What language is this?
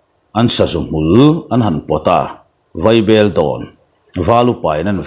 Mizo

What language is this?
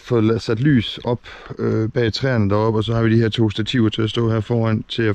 Danish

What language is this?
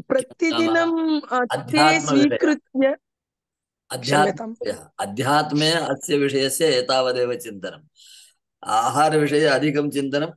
Sanskrit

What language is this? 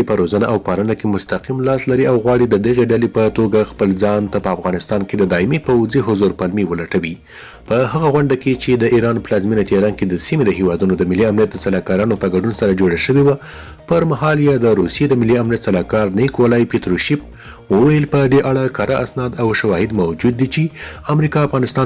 Pashto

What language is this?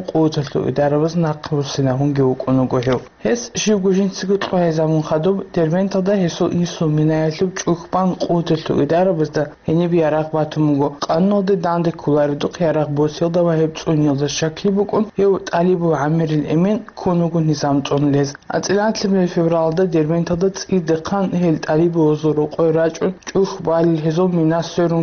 Avaric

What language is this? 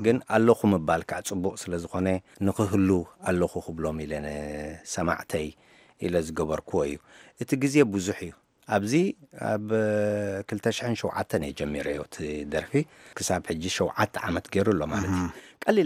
Tigrinya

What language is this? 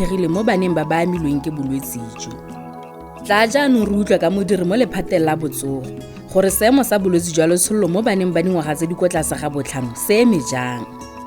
Tswana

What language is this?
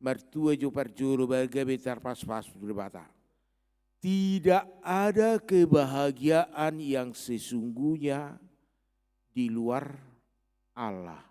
Batak Toba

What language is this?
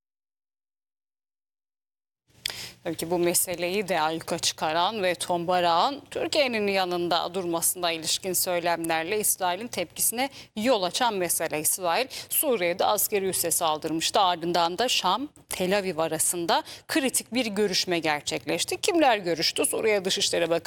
Turkish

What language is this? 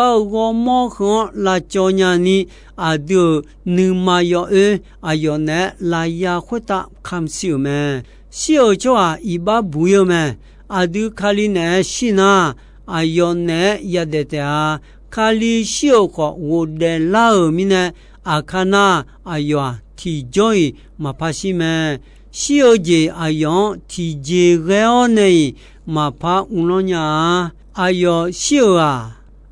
Akha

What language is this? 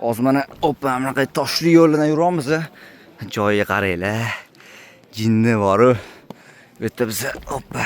Uzbek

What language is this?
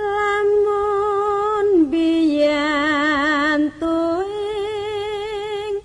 Javanese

